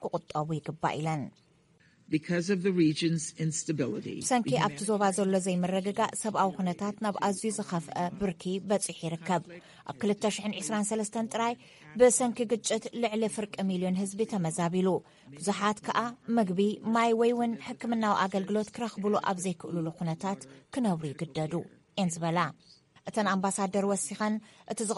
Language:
Tigrinya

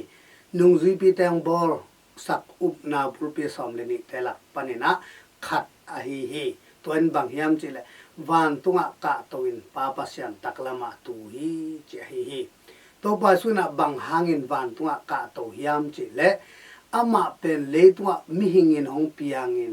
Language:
Tedim Chin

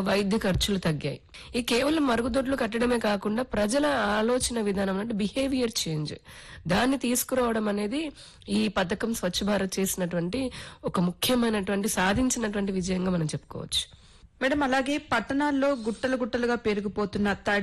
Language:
Telugu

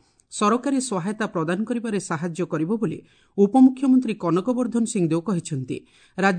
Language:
Odia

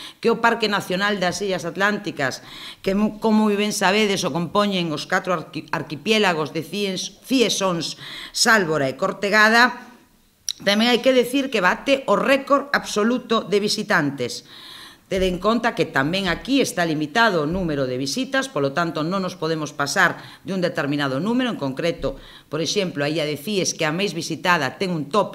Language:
Galician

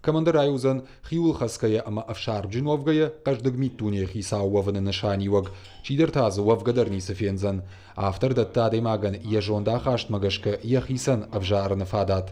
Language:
Ossetic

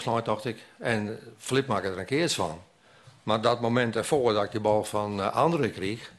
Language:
Western Frisian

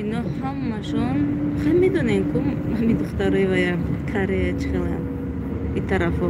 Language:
Tajik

